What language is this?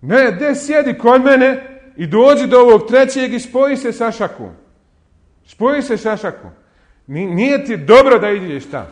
Bosnian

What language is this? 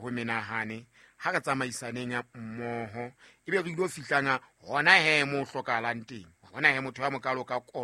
Southern Sotho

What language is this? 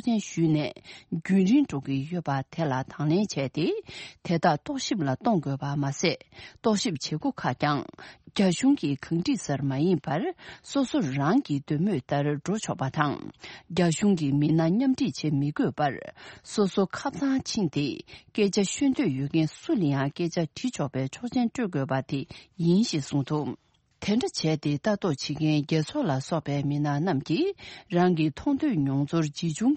Tibetan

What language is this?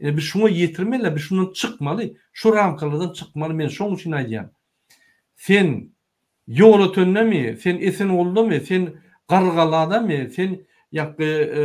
Turkmen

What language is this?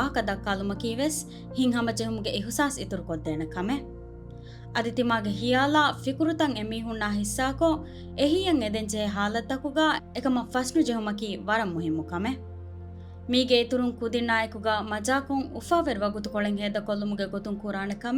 Divehi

